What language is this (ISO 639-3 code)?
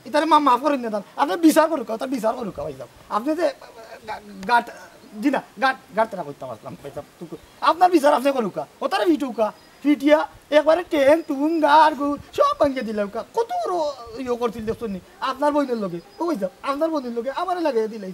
syl